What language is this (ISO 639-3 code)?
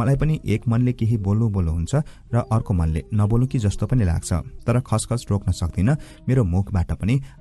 nep